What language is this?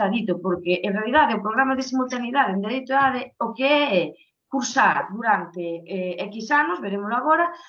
Galician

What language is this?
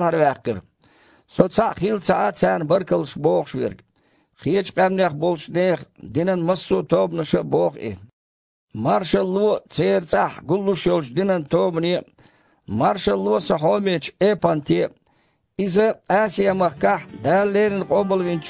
Chechen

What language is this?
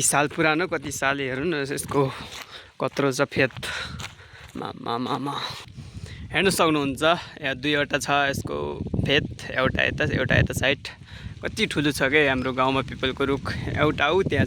Nepali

